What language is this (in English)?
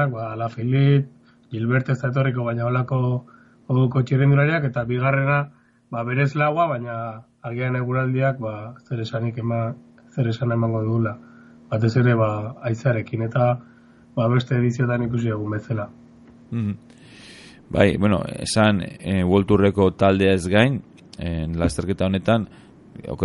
Basque